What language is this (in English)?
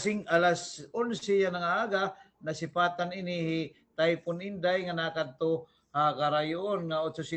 Waray